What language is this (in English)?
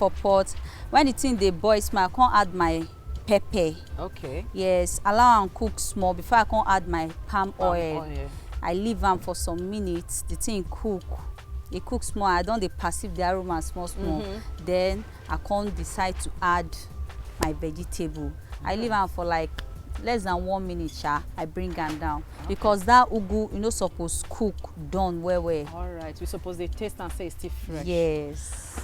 Nigerian Pidgin